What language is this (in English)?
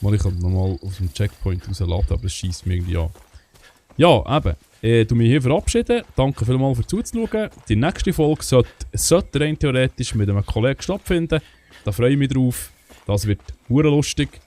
Swiss German